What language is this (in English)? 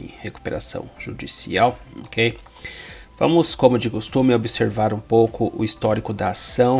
Portuguese